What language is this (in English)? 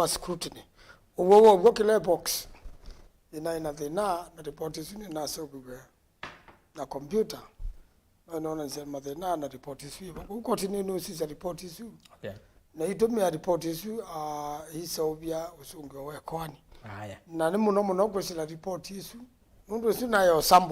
Kamba